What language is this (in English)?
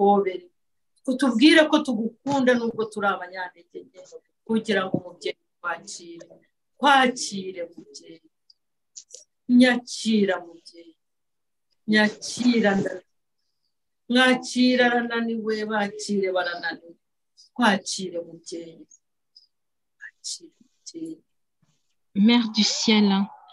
Kinyarwanda